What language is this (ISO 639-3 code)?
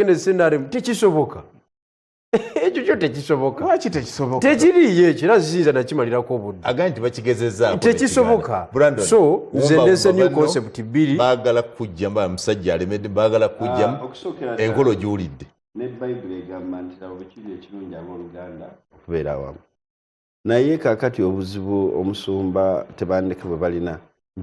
lug